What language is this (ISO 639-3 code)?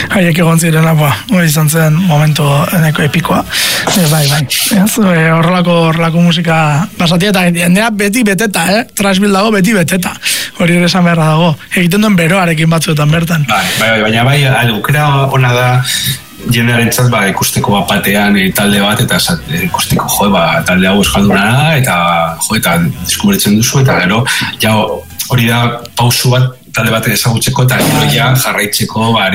eus